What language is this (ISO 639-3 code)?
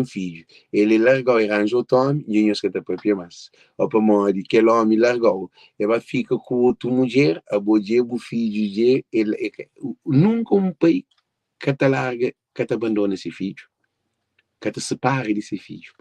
kea